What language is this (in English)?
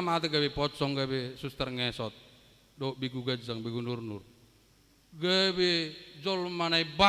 Batak Toba